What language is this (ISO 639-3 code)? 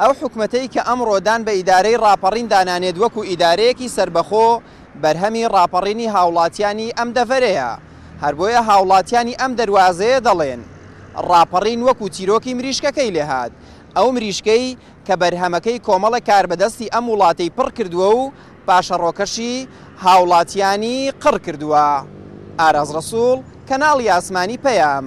ckb